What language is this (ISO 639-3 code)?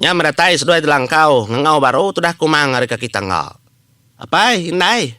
iba